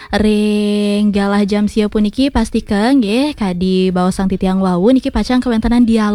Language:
Balinese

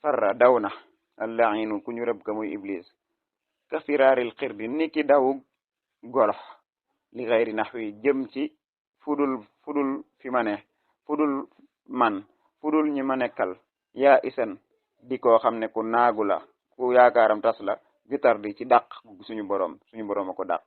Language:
Wolof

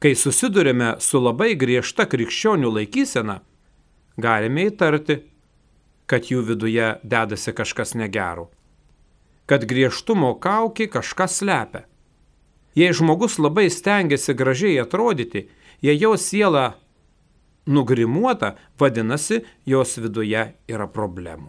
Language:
Lithuanian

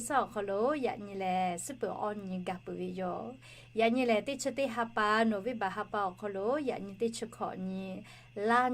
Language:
Lahu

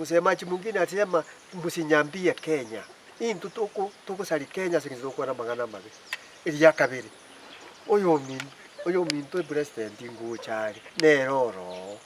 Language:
Gusii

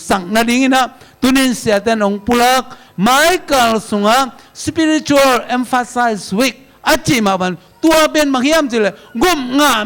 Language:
Tedim Chin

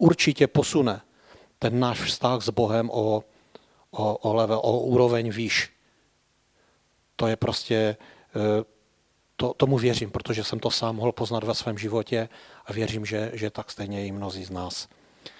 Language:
Czech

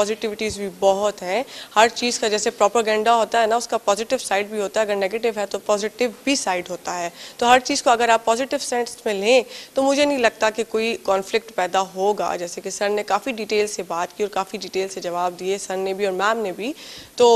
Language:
Urdu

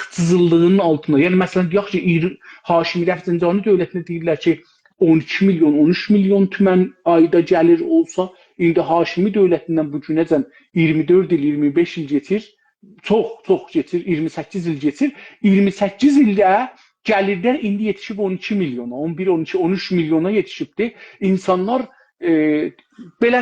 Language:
South Azerbaijani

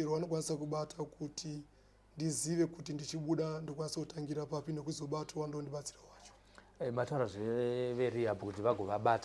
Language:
Shona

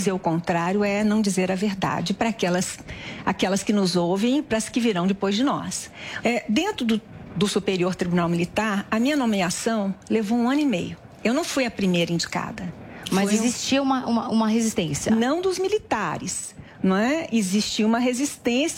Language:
Portuguese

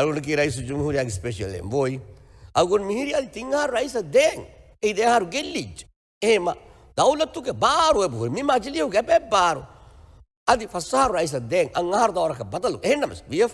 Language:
Divehi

